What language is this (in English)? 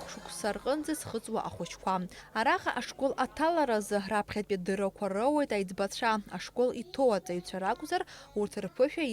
Abkhazian